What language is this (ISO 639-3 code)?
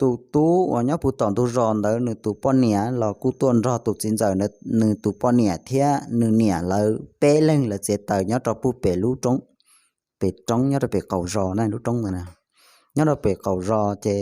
hmn